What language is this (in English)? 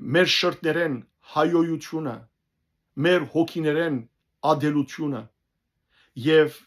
Western Armenian